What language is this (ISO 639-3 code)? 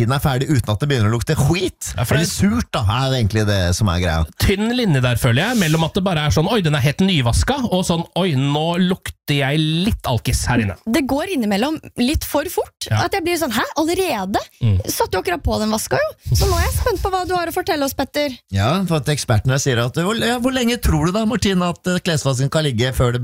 nor